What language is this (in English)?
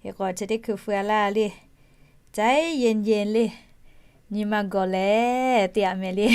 Lahu